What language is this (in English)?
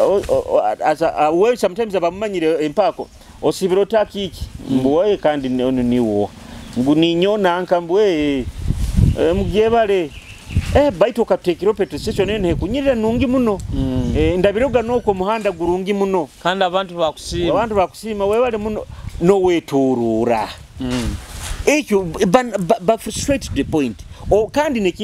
Nyoro